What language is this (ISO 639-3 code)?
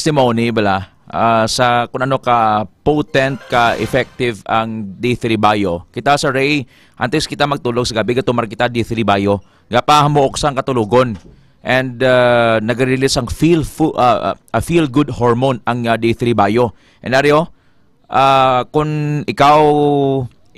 hil